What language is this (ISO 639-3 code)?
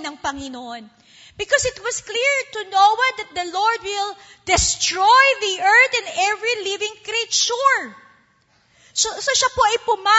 fil